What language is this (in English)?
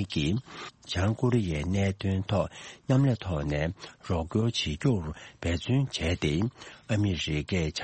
Tibetan